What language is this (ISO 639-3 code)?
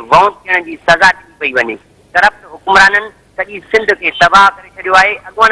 snd